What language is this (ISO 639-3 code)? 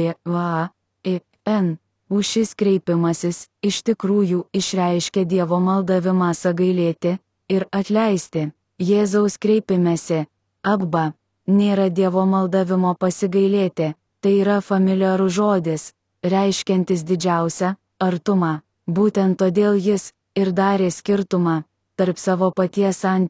lit